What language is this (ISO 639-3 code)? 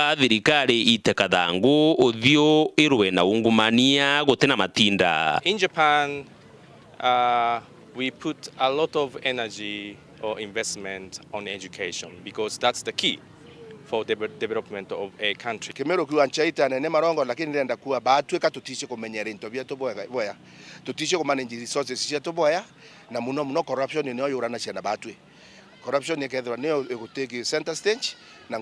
mer